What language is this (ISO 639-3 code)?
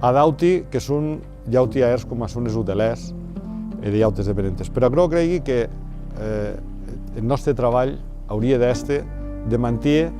oci